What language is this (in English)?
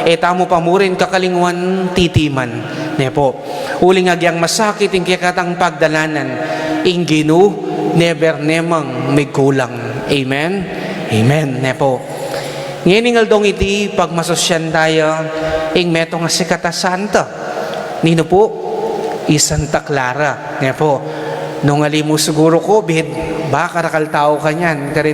Pampanga